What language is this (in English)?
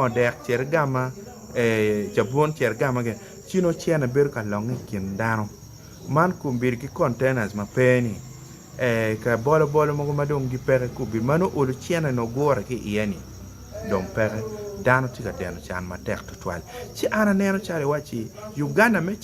Acoli